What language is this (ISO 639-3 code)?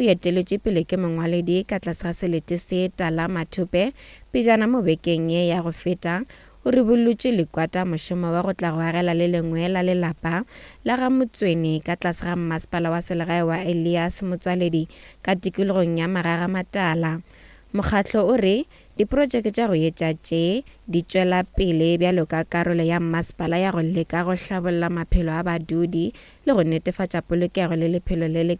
nso